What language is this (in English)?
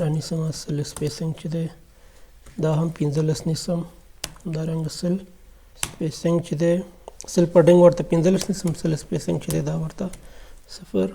Pashto